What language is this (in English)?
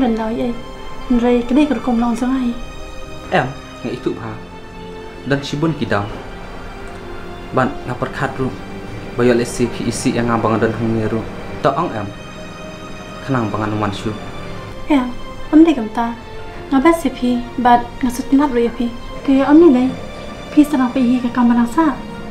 Khasi